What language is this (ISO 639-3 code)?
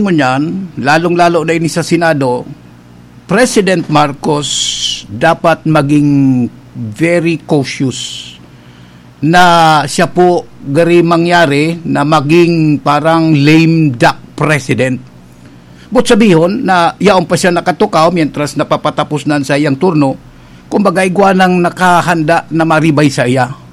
bik